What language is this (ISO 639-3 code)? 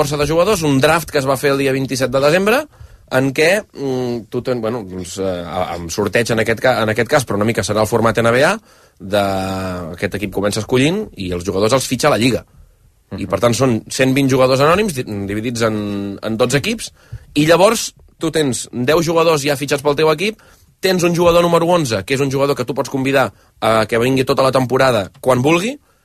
cat